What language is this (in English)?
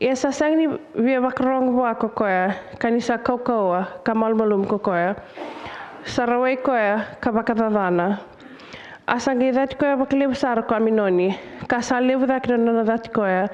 Fijian